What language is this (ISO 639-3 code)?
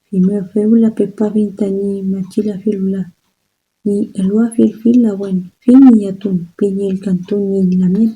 arn